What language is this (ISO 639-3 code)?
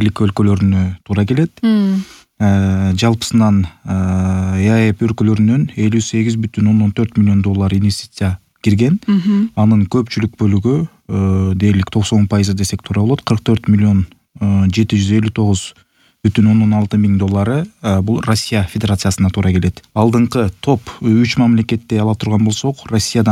kir